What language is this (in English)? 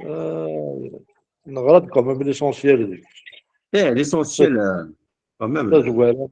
Kabyle